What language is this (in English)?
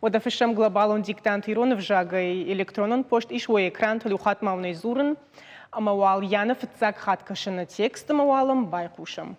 Ossetic